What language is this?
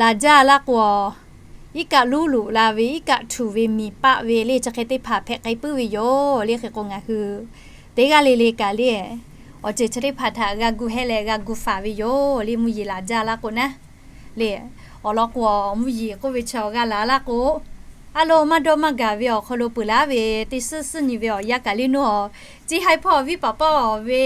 Lahu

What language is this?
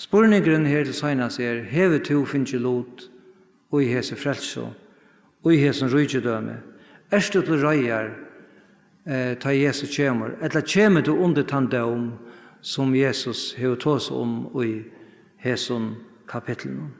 Faroese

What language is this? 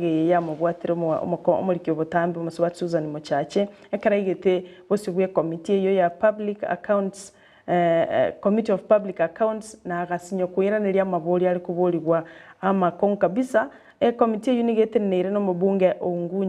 Gusii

